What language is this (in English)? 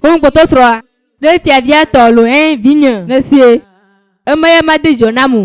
Ewe